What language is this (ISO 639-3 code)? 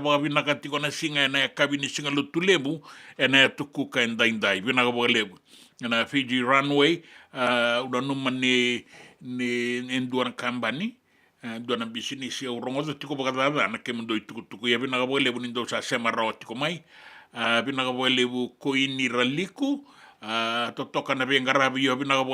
fij